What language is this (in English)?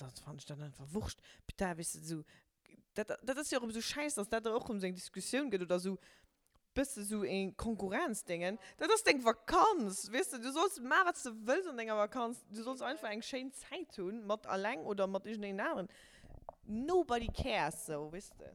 Luxembourgish